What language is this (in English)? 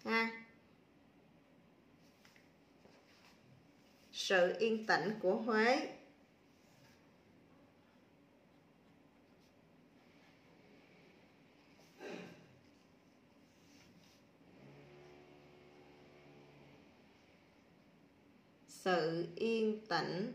Vietnamese